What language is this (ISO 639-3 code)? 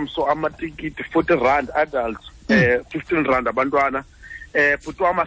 xho